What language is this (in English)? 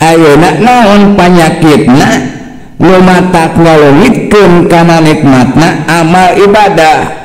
Sundanese